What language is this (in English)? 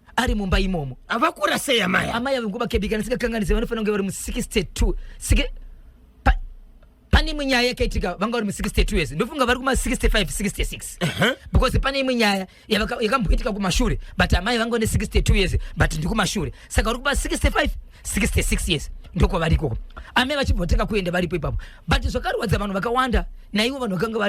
Shona